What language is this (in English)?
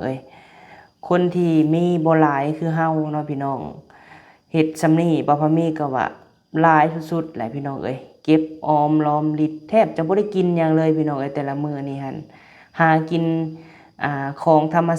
Lao